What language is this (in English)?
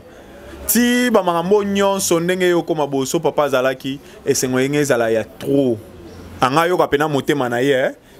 Lingala